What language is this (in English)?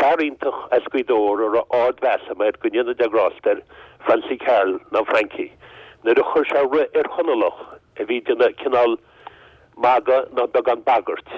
Irish